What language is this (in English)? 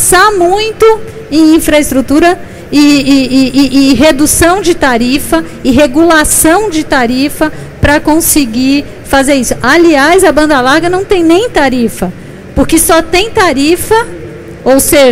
Portuguese